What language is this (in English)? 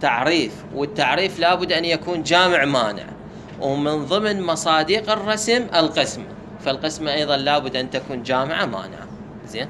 Mesopotamian Arabic